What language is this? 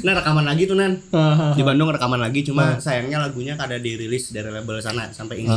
Banjar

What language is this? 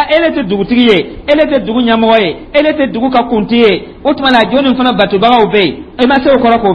Dyula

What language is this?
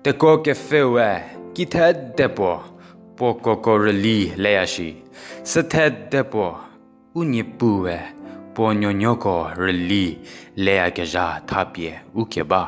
Angami Naga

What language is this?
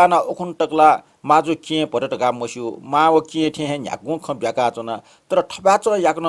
Newari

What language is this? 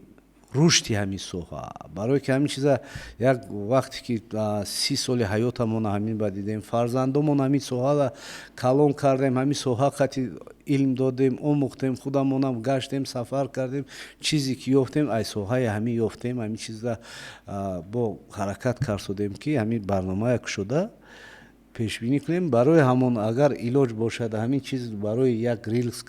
Tajik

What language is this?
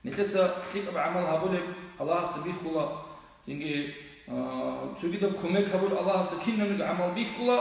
Avaric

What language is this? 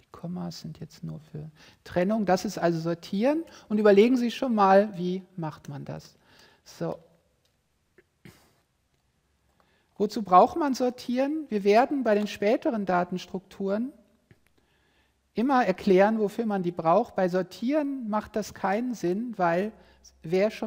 German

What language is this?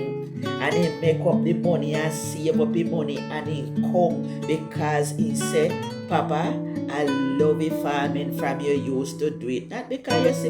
Jamaican Creole English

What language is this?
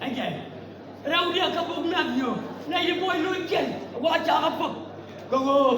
Nuer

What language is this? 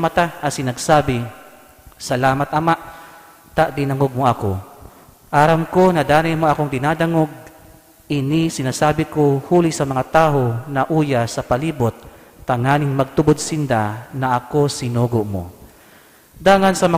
Bikol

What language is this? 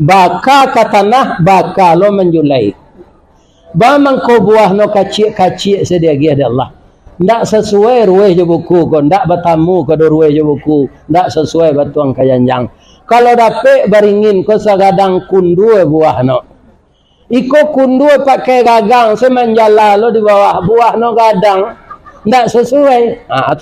Minangkabau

